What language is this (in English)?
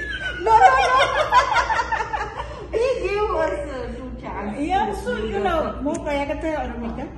Odia